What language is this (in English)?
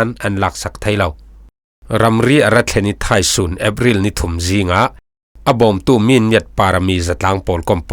Falam Chin